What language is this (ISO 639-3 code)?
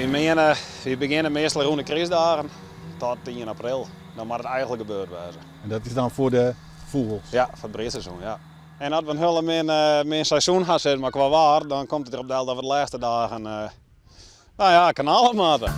fry